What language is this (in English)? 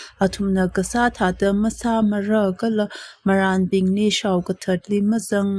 Tangkhul Naga (India)